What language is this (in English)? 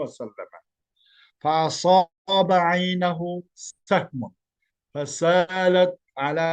Uyghur